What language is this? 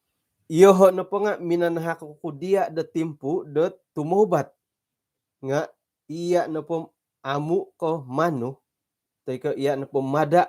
Central Dusun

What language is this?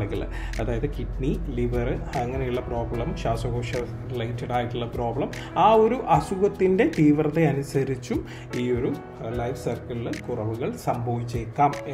Malayalam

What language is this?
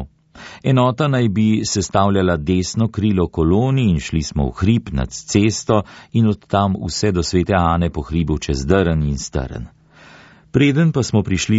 Slovenian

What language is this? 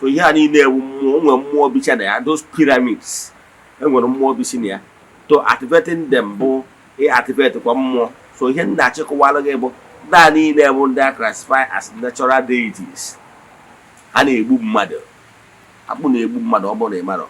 Igbo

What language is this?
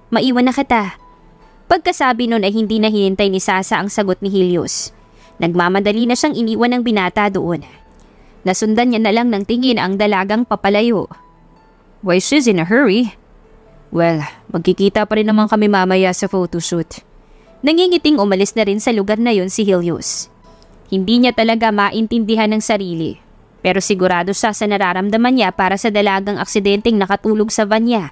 Filipino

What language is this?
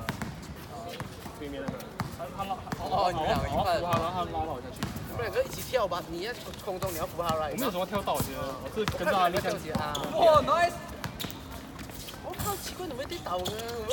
Chinese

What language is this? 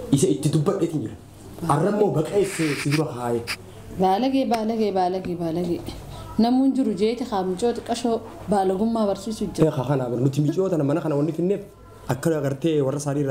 Oromo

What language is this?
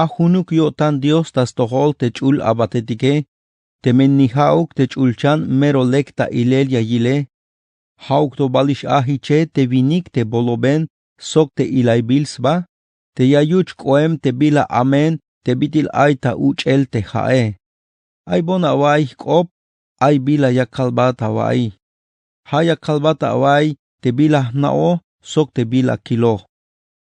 Tzeltal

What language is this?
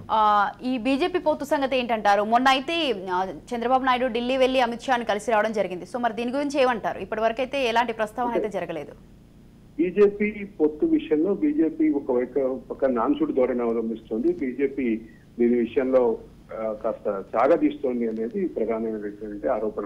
Telugu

